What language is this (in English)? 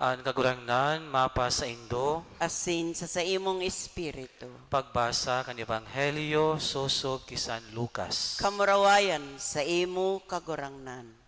Bikol